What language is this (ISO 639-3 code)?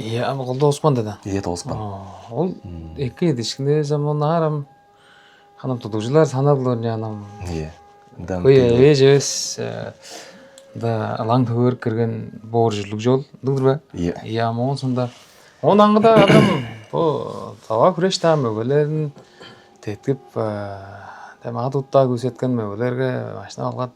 tyv